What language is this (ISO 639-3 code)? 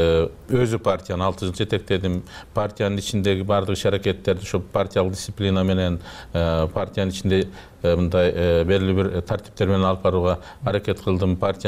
kir